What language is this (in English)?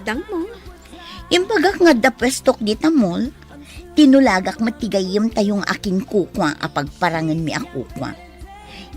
Iloko